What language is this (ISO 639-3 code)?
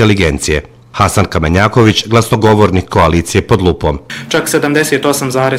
bos